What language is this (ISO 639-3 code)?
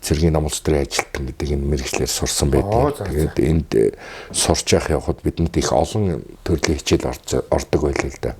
mon